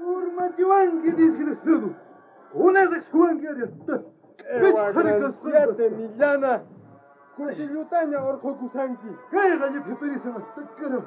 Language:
South Bolivian Quechua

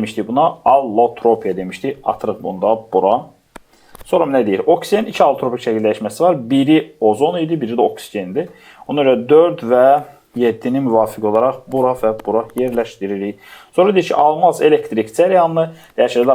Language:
Azerbaijani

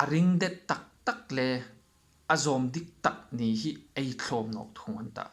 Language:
Hmar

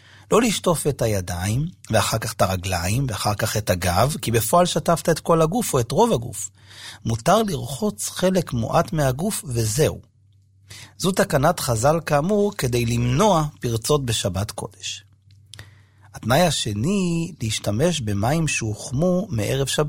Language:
Hebrew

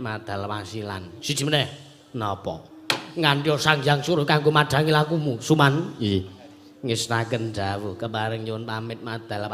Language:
Javanese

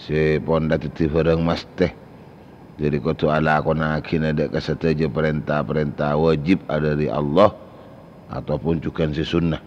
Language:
Madurese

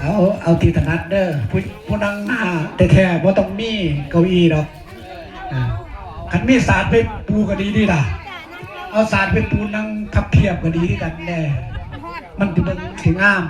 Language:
Northeastern Thai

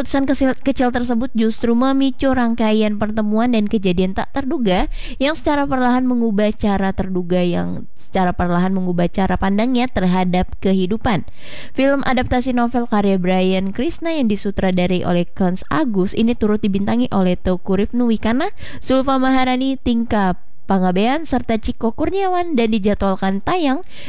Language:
Indonesian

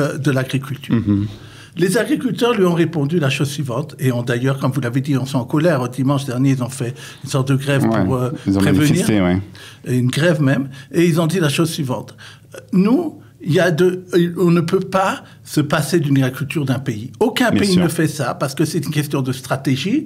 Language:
French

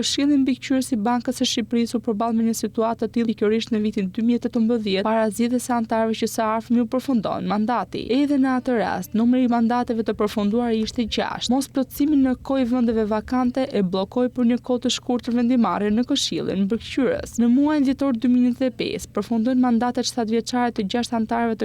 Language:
Albanian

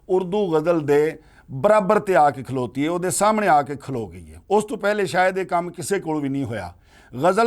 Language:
Western Panjabi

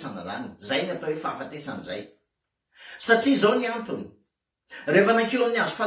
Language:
Malagasy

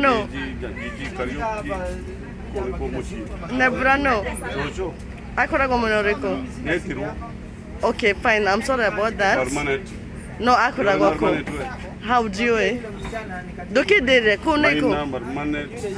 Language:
Kikuyu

